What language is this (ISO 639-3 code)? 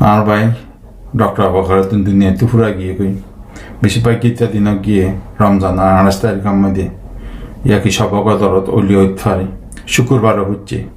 rhg